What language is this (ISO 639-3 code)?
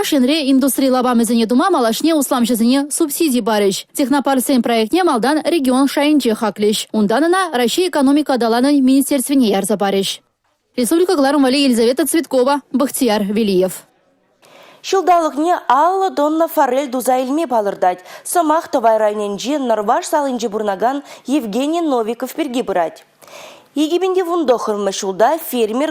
chv